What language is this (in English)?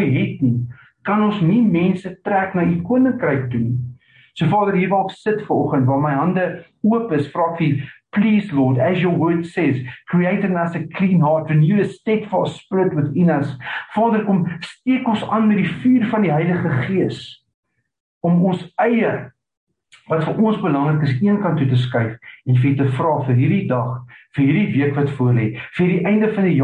Afrikaans